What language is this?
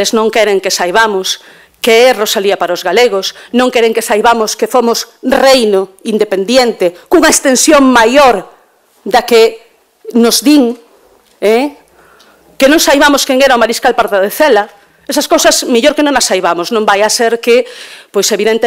Galician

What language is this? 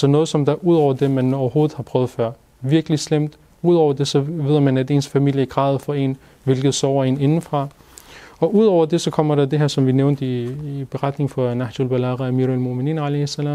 Danish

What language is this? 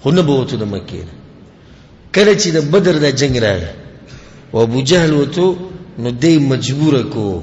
Pashto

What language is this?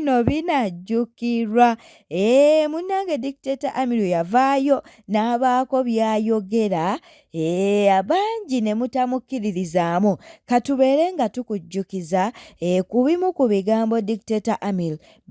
Ganda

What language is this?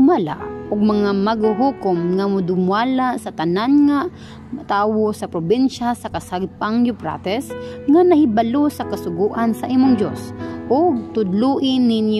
Cebuano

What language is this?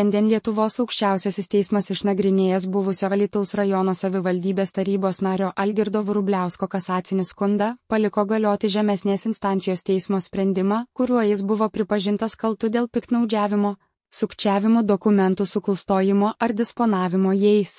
Lithuanian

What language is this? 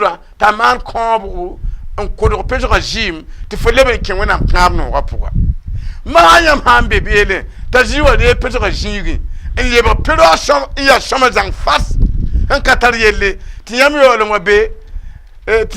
Mossi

